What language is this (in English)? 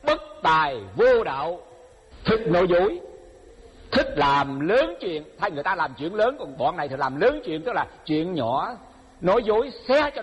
Vietnamese